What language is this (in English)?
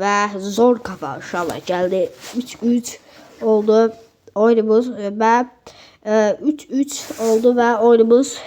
Azerbaijani